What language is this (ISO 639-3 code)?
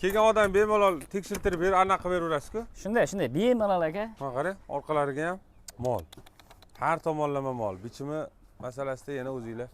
uzb